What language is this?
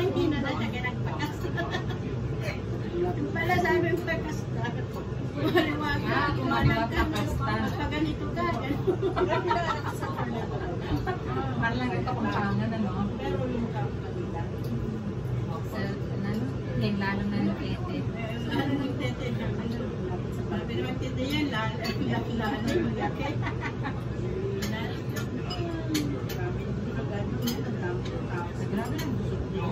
Filipino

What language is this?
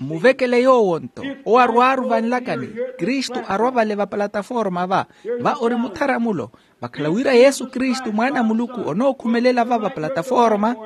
Makhuwa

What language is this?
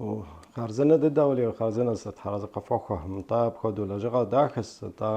Kabardian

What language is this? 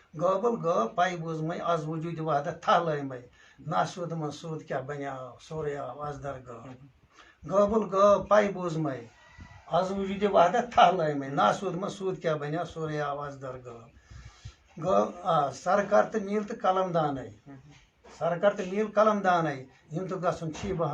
Kashmiri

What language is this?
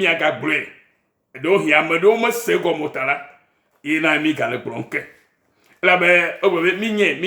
Ewe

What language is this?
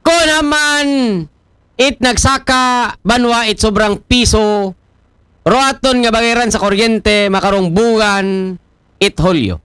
Aklanon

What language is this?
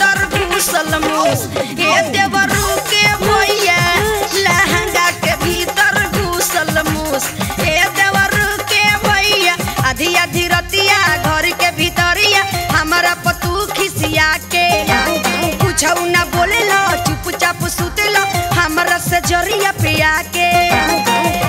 Bhojpuri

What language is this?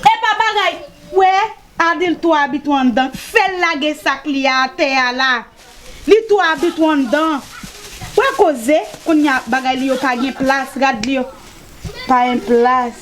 Haitian Creole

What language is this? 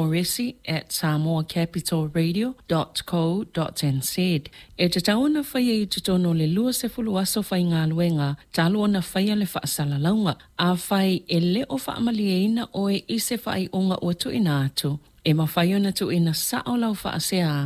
Samoan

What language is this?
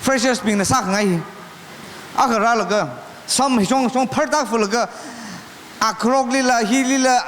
Tangkhul Naga (India)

